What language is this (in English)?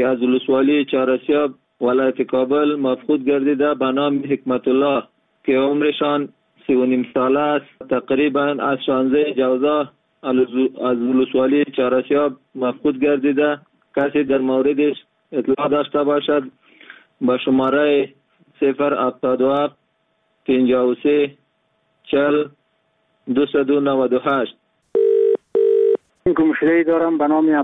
Persian